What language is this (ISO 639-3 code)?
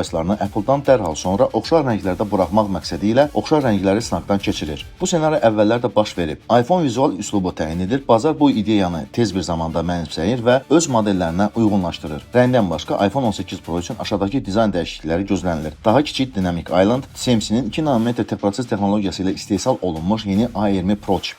aze